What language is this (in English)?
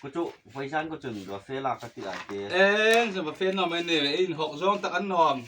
Hmar